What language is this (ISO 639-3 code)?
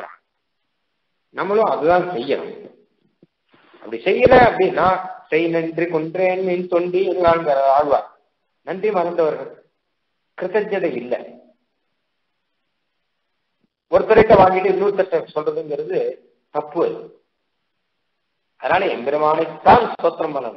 tam